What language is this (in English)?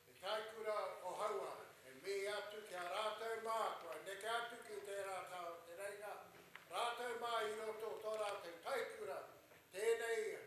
Māori